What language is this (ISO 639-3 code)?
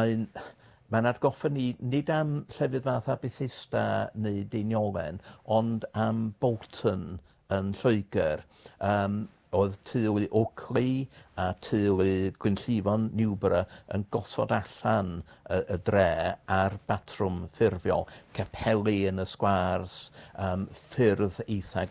cym